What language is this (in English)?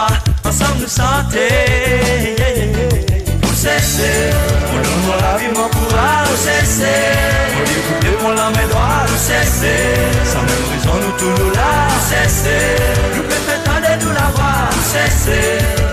Seselwa Creole French